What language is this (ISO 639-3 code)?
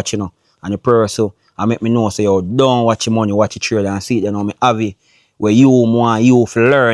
jam